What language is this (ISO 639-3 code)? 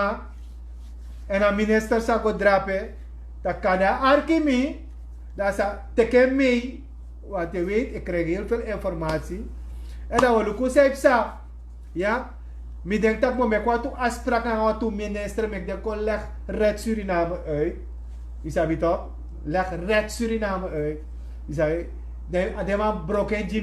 srn